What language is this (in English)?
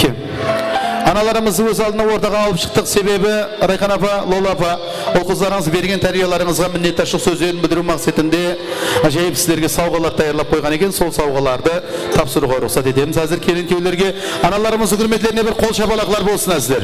Kara-Kalpak